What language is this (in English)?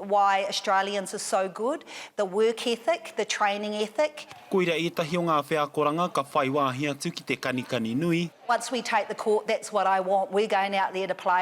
Māori